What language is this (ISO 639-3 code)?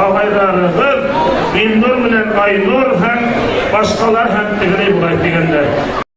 bak